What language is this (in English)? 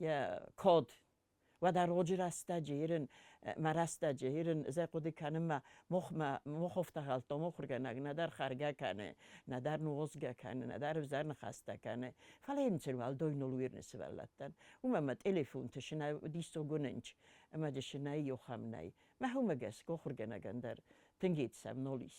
Ossetic